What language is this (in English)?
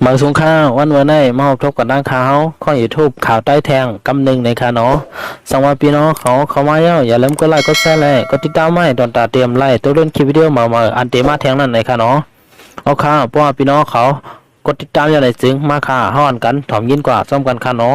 Shan